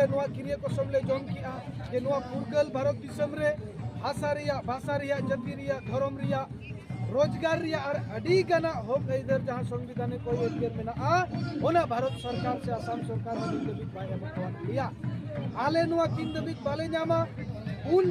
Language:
Santali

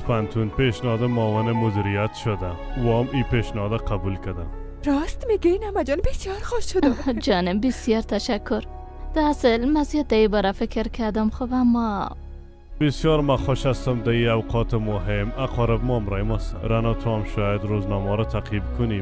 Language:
Persian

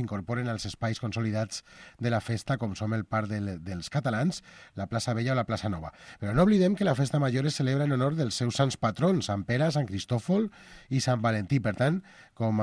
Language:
Catalan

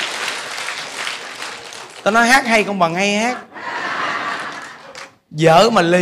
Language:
Vietnamese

